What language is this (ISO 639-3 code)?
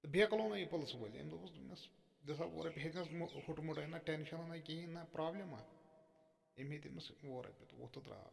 kas